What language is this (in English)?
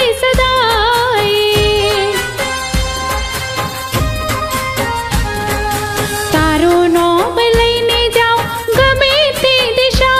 Gujarati